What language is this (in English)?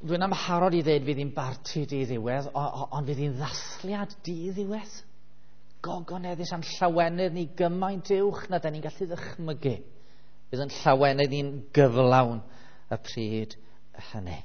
Welsh